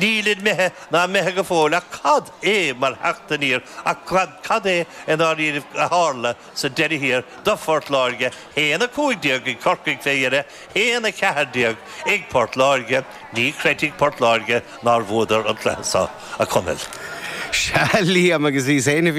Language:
Irish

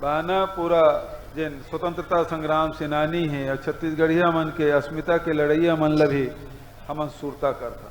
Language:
Chhattisgarhi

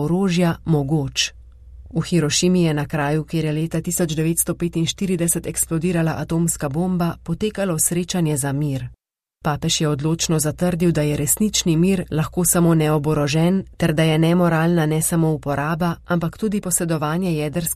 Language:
Slovenian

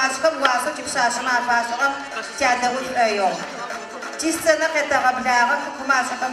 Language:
Adyghe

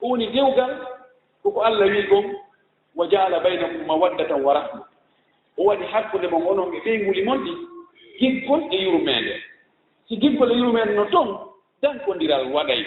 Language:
Fula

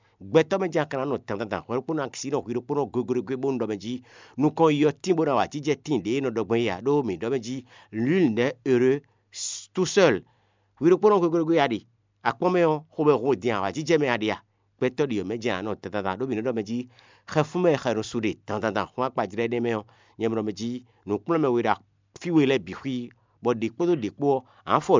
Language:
Fon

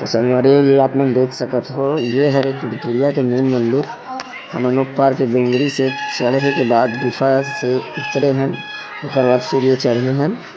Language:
Chhattisgarhi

